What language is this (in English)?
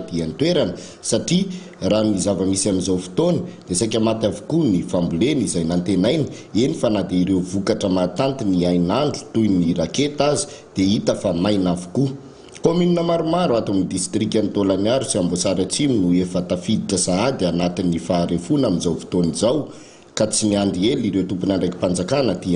Malagasy